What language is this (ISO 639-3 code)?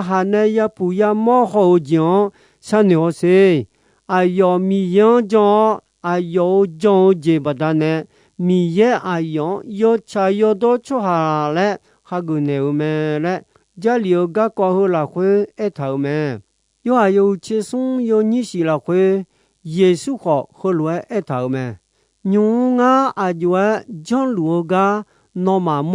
ahk